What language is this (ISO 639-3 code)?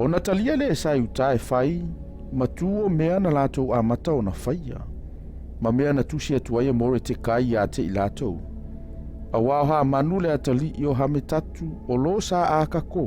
smo